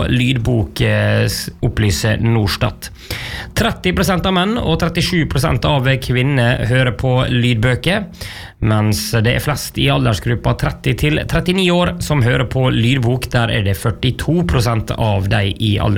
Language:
Norwegian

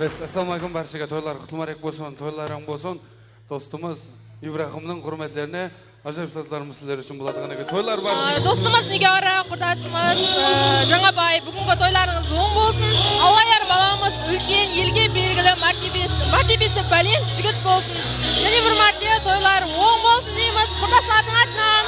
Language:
Kara-Kalpak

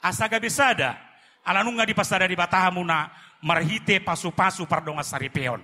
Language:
Batak Toba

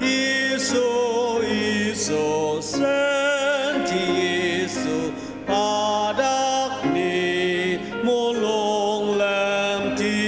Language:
Ao Naga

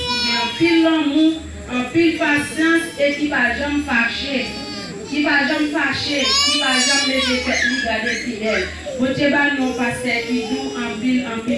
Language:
Haitian Creole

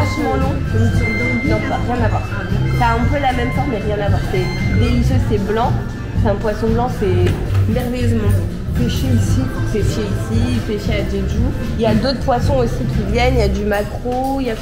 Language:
French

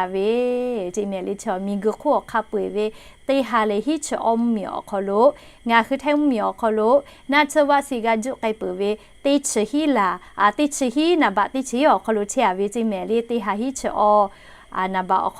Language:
Lahu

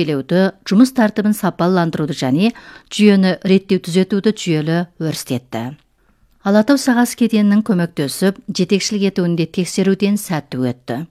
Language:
Kazakh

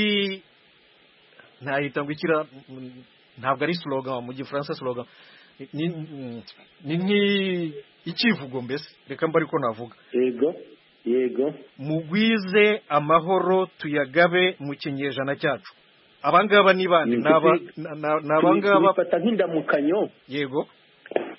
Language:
Kinyarwanda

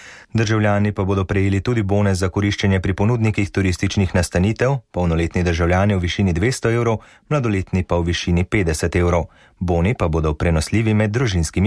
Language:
Slovenian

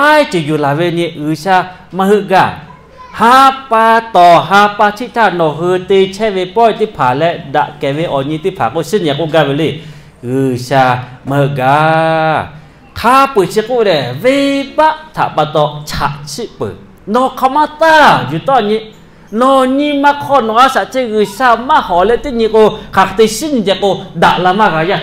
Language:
Lahu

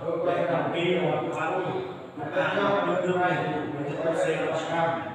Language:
Central Mnong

